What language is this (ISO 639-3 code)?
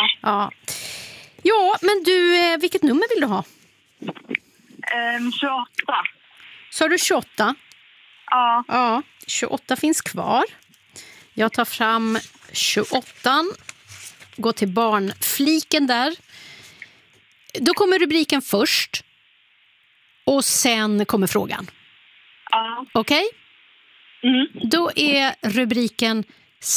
swe